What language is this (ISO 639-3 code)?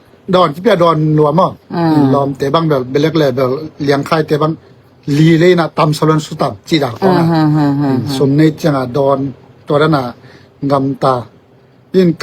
ctd